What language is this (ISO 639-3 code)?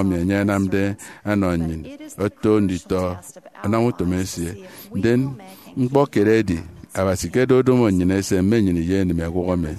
efi